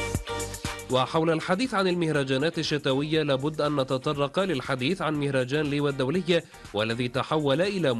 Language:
Arabic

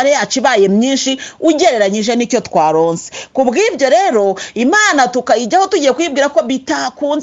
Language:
Kinyarwanda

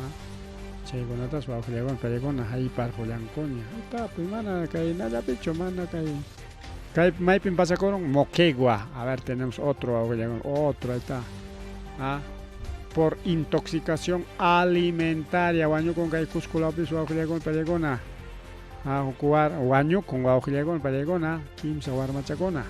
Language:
Ayacucho Quechua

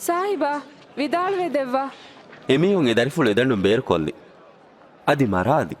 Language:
Divehi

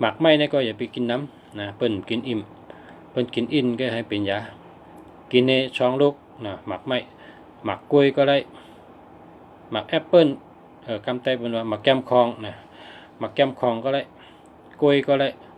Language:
Shan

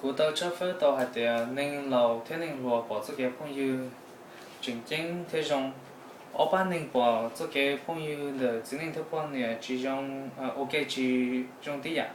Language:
Hmong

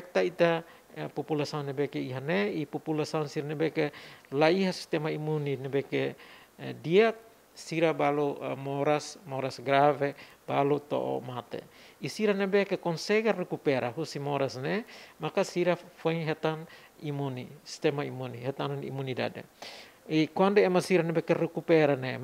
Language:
Tetum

